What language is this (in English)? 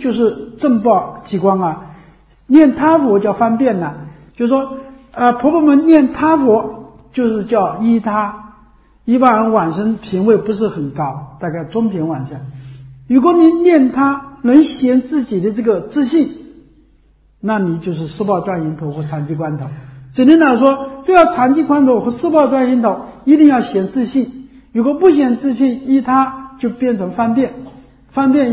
Chinese